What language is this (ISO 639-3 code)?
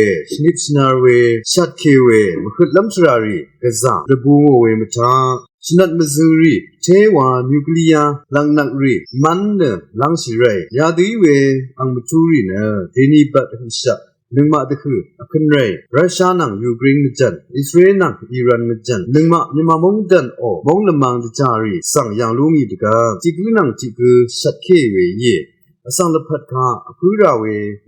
raw